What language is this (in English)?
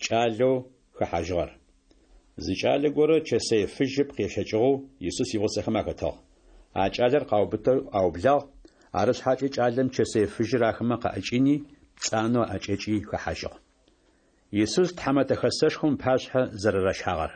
Adyghe